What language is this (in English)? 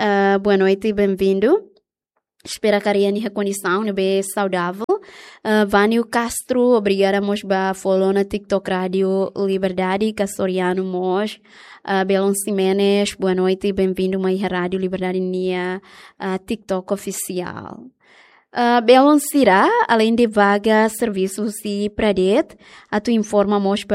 Tetum